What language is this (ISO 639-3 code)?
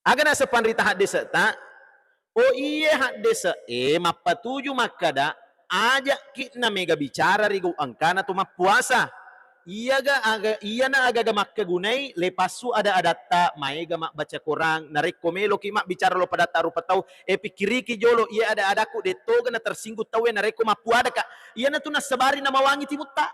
bug